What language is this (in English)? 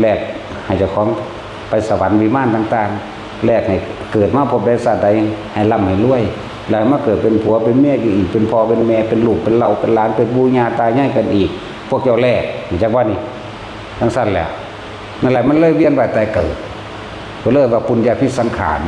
Northeastern Thai